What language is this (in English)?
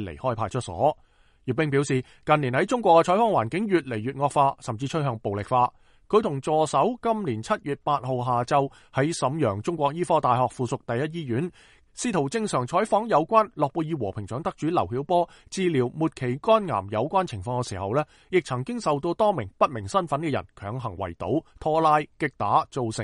Cantonese